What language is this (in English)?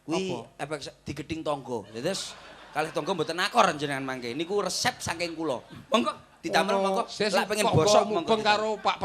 Javanese